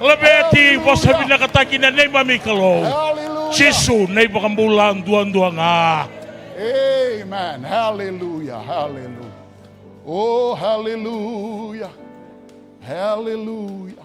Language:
Fijian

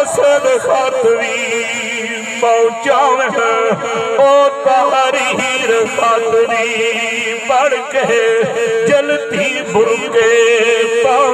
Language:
Saraiki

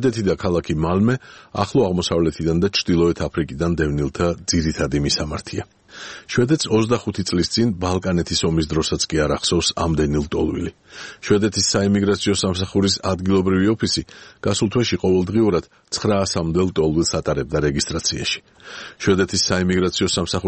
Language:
Georgian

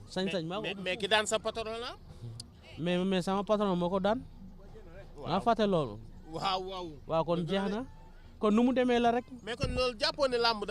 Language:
Wolof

